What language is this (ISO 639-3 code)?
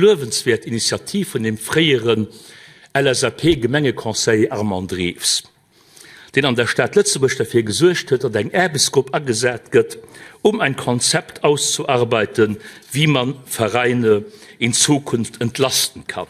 ltz